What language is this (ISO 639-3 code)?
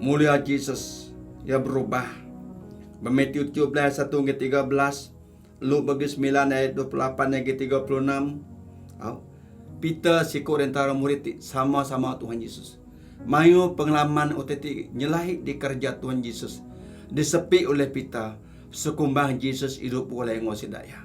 iba